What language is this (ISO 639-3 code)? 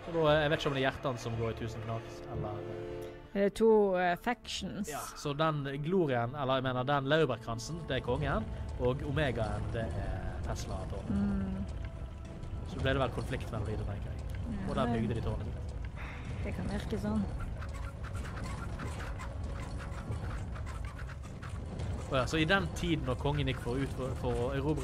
nor